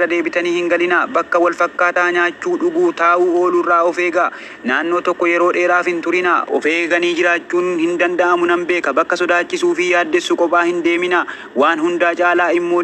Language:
Oromo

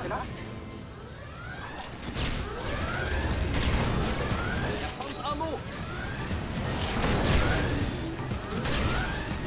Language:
Norwegian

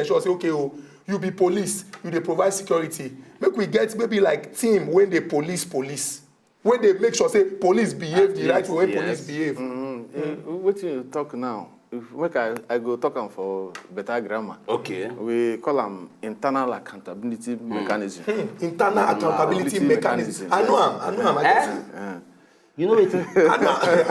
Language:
Nigerian Pidgin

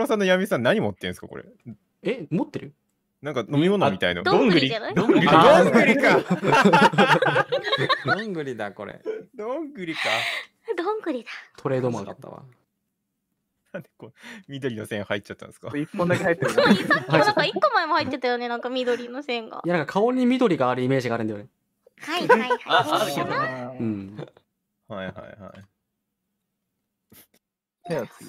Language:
Japanese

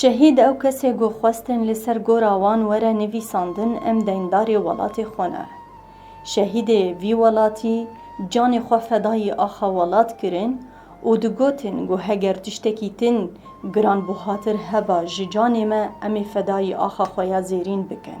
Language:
Kurdish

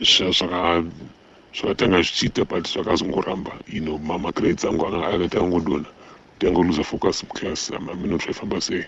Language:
Shona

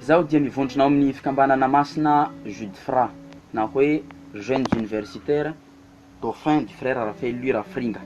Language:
Malagasy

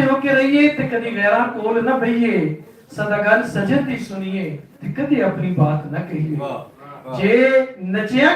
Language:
Western Panjabi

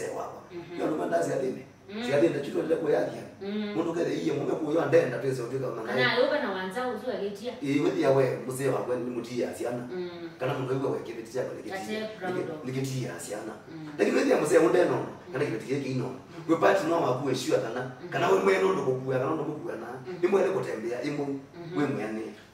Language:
Kamba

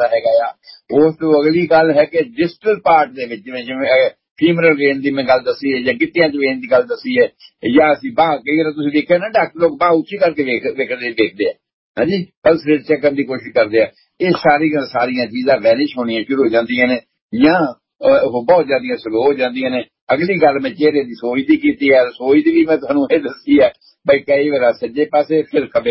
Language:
Punjabi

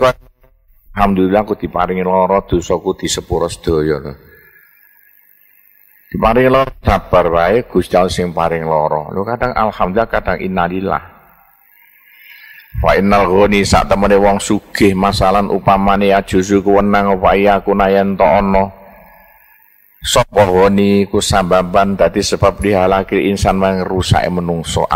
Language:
Javanese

